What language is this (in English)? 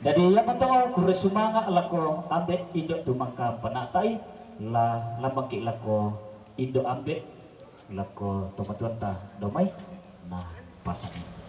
Toraja-Sa'dan